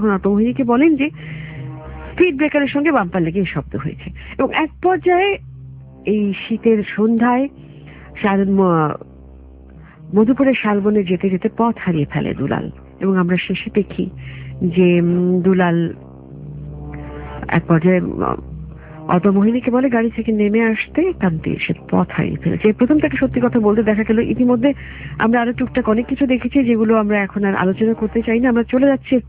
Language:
Bangla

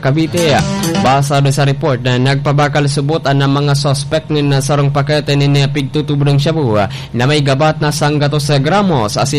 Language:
Bikol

